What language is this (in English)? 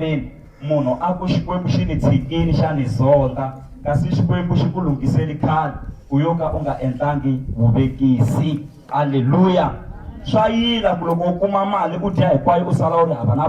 Tsonga